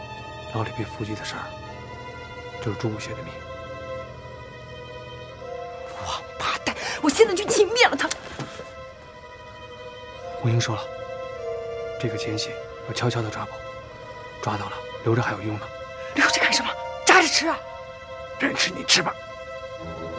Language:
Chinese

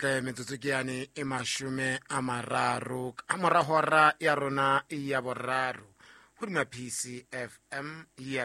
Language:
Southern Sotho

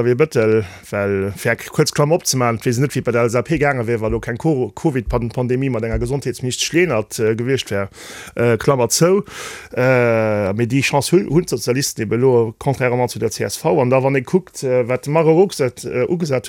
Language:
Luxembourgish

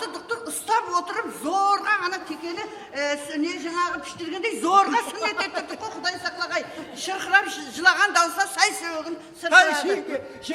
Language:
Kara-Kalpak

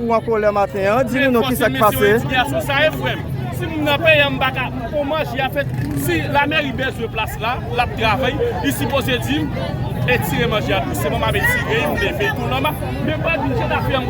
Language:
Haitian Creole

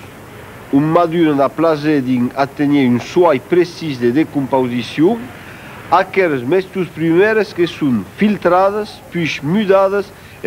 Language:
Occitan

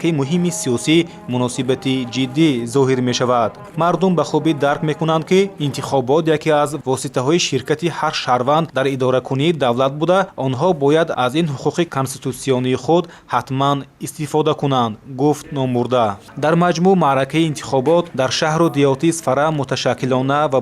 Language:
Tajik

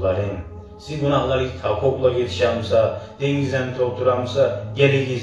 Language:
Kumyk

